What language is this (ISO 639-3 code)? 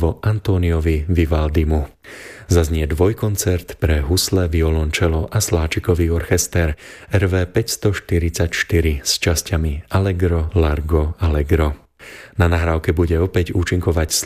slk